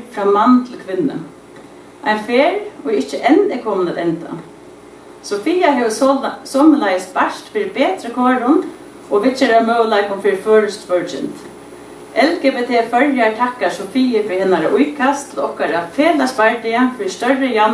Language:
Faroese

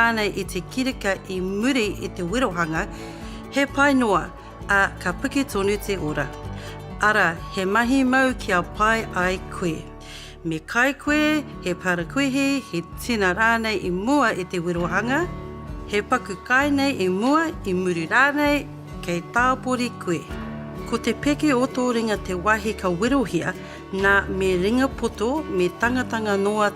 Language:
Māori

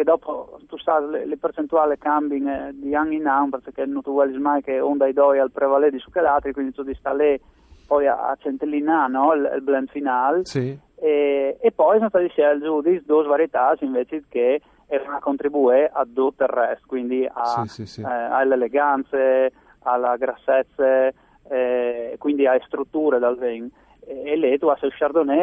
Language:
Friulian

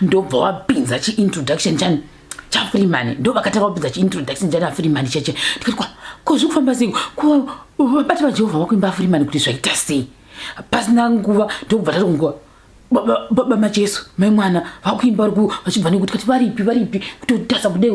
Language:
Shona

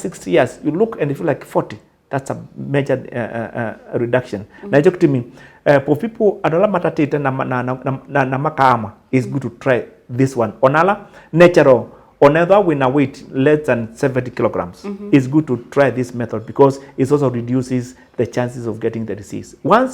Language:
Kamba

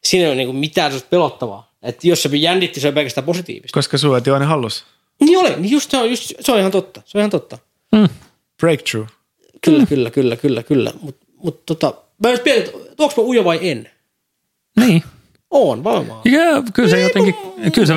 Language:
Finnish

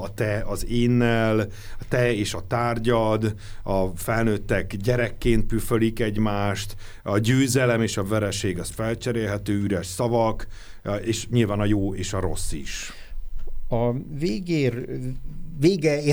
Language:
Hungarian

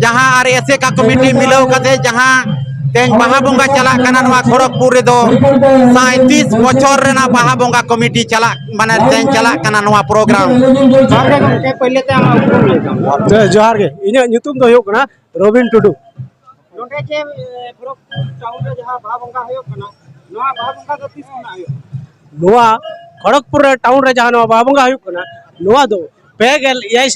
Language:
Santali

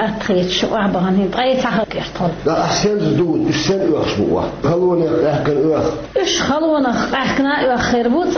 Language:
Chechen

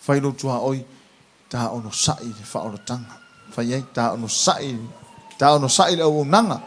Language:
Samoan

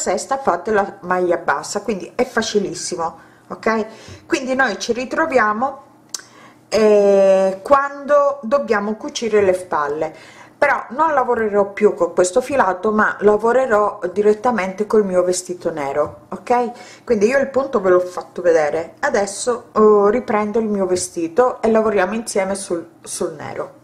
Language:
Italian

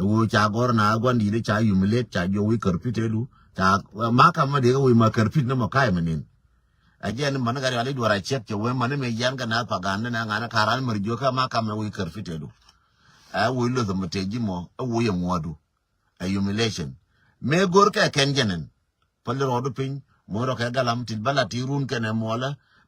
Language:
Nuer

